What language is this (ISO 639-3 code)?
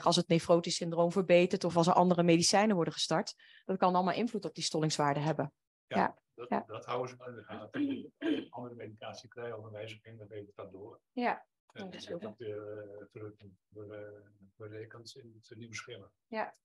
nld